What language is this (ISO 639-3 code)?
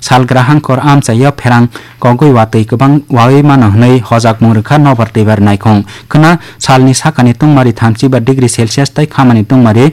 trp